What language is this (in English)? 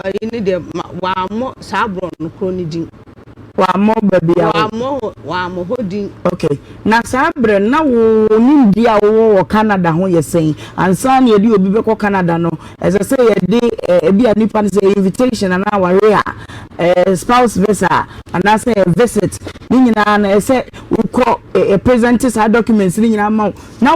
Akan